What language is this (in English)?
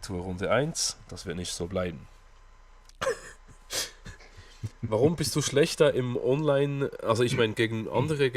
Swiss German